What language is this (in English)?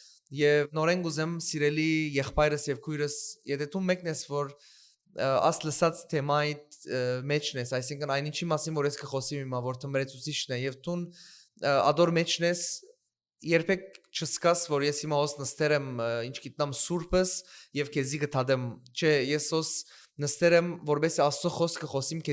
Western Armenian